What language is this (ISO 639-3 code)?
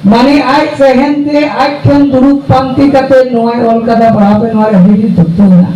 sat